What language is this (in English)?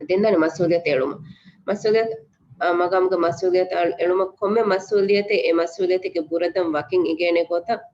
Divehi